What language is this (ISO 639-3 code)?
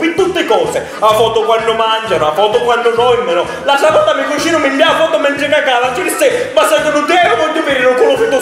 scn